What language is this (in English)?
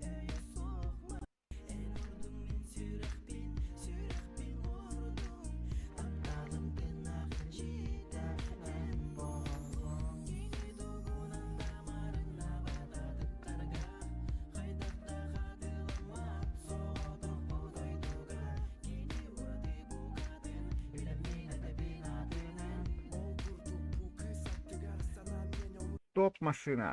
Yakut